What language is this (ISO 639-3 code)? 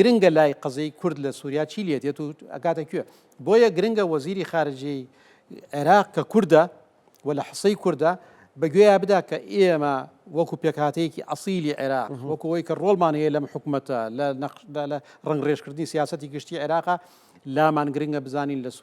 ckb